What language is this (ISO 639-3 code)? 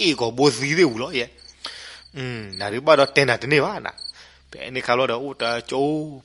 ksw